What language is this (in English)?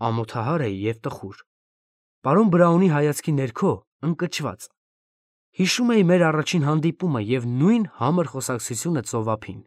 Armenian